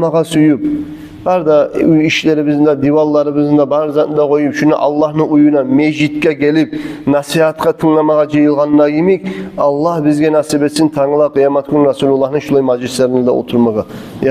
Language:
Kumyk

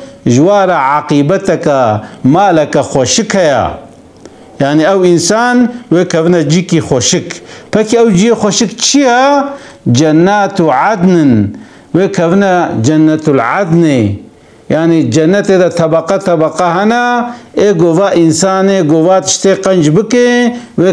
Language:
Kurdish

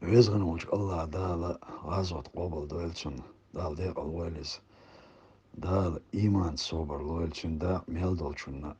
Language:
Chechen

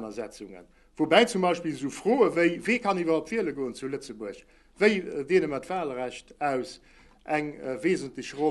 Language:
Luxembourgish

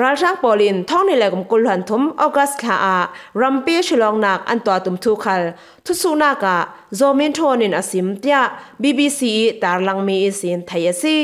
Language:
Falam Chin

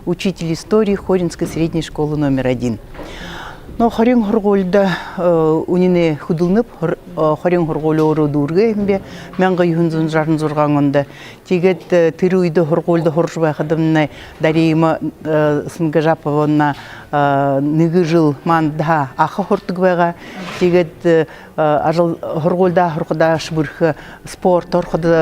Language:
Buriat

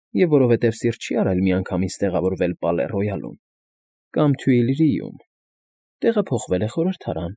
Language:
Armenian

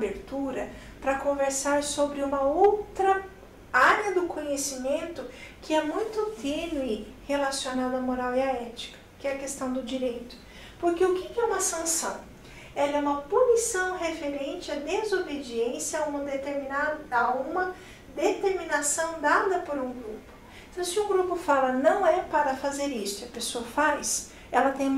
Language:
Portuguese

